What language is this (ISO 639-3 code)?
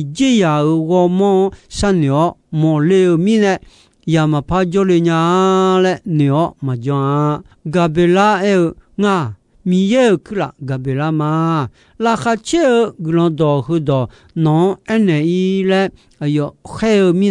ahk